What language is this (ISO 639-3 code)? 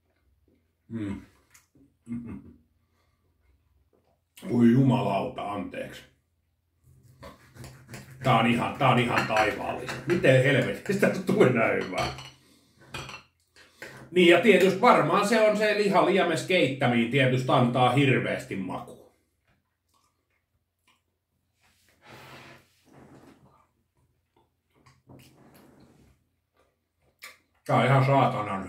fin